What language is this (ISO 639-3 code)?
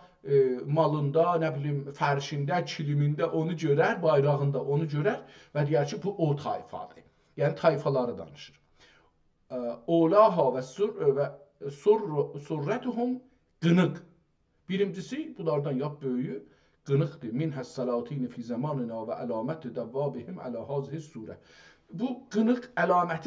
azb